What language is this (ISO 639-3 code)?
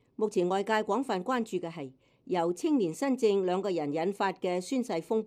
yue